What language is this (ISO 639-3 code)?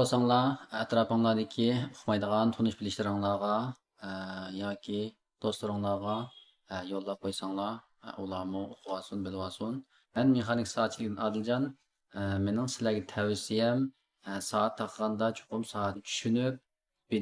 uig